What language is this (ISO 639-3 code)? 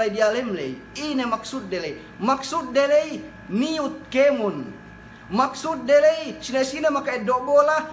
yka